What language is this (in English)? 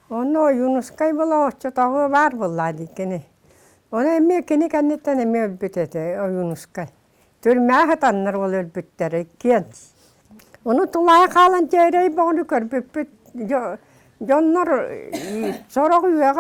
Yakut